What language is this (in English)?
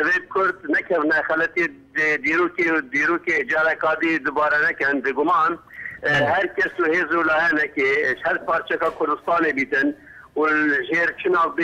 Kurdish